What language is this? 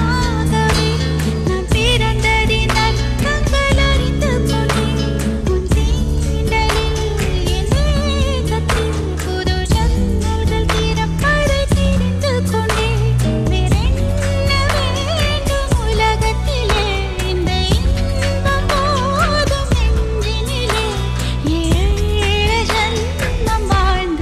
Tamil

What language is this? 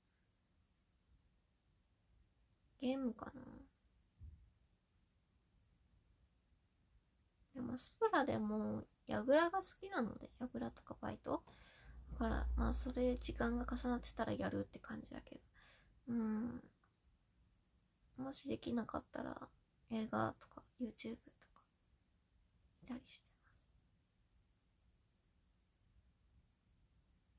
Japanese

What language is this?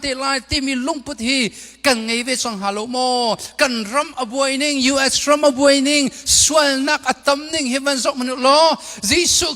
Hakha Chin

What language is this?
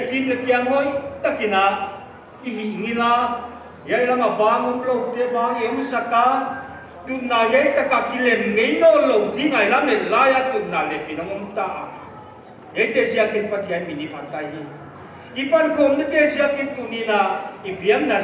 Paite Chin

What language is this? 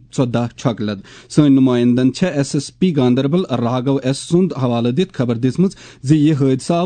Kashmiri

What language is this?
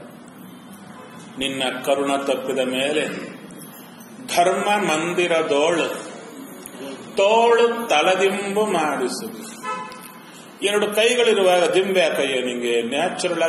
Kannada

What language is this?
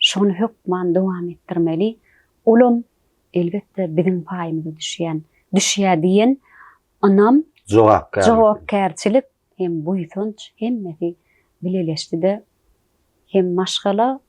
Turkmen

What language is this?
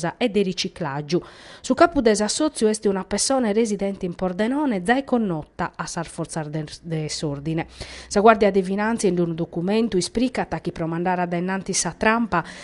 Sardinian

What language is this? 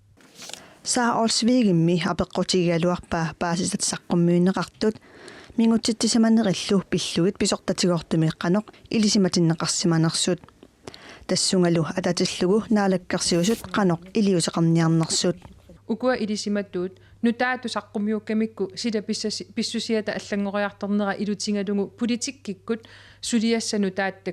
Kalaallisut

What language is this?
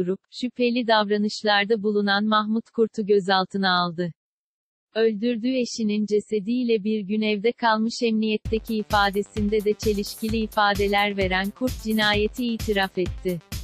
Turkish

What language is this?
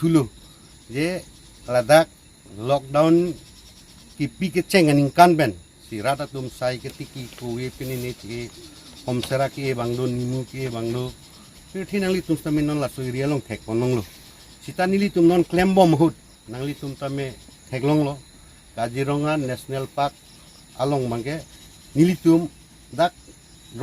Karbi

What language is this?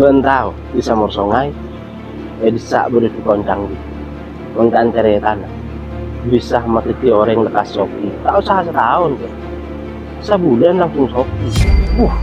Madurese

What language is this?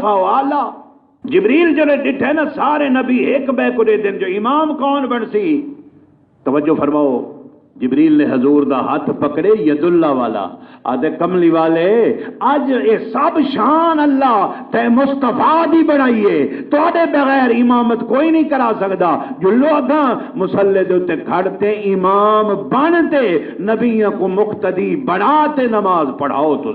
Saraiki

